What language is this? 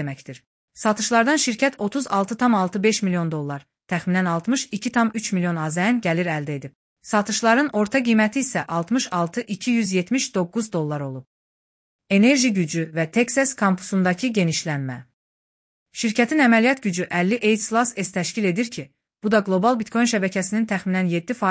Azerbaijani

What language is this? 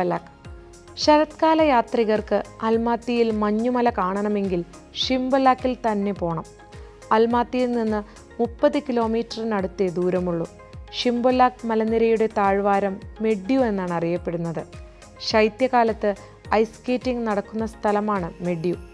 Malayalam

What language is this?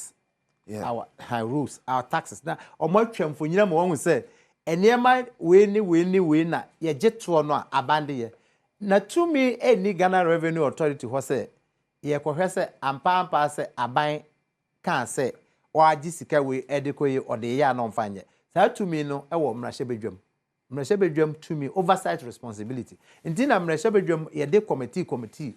Akan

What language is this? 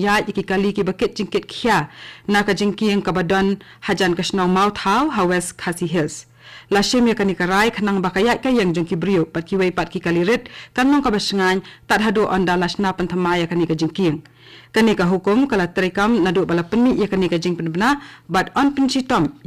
Khasi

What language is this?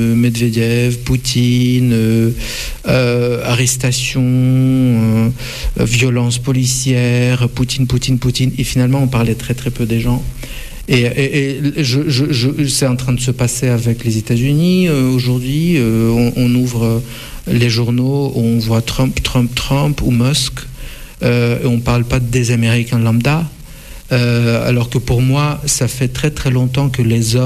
French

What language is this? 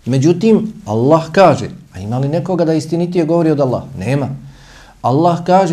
Bosnian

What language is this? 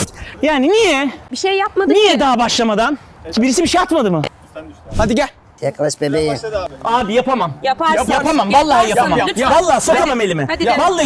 Turkish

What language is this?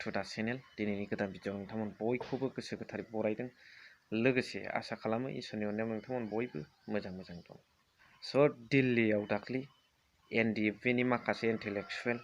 Bodo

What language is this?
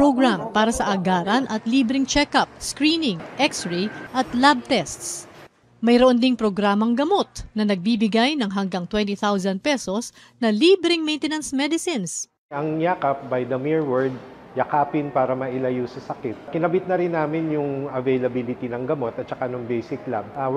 Filipino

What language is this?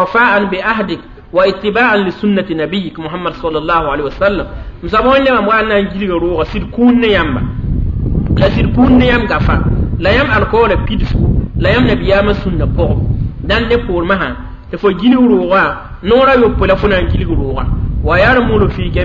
Mossi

